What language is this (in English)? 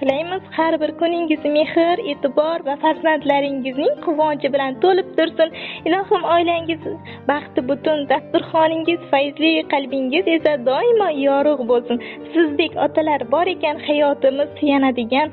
Uzbek